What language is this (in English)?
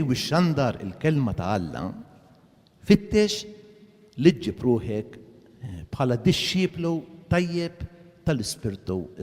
Maltese